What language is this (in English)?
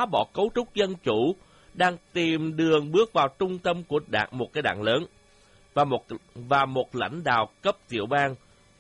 Vietnamese